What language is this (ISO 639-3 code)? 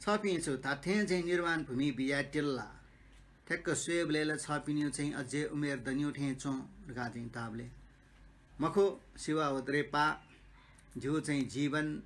new